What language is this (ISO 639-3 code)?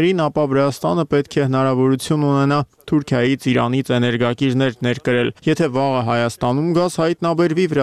hye